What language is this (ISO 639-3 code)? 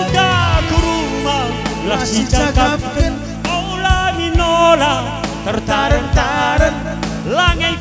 btx